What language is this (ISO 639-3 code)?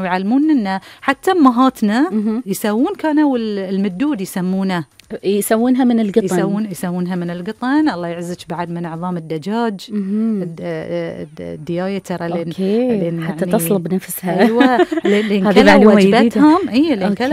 afb